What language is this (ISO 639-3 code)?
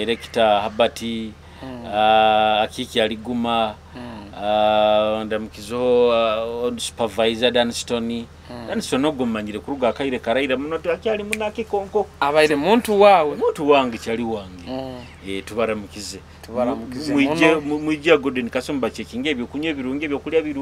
nyo